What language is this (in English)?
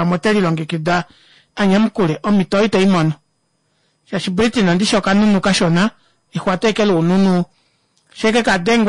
Kuanyama